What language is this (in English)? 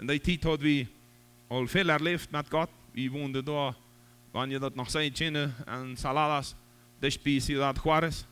Plautdietsch